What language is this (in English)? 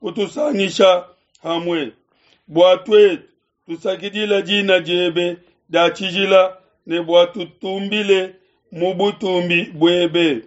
Luba-Lulua